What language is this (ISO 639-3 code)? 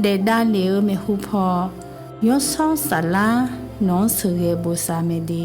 ahk